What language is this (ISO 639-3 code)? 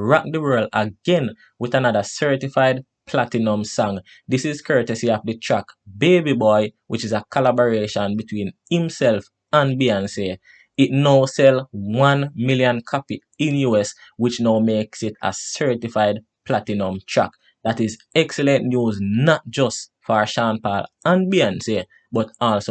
jam